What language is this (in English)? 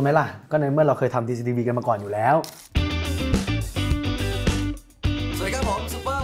Thai